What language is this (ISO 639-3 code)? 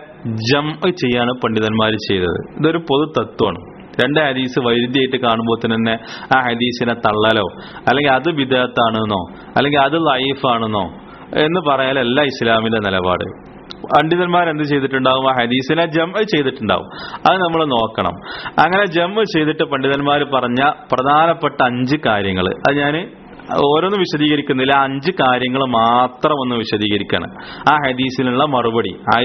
mal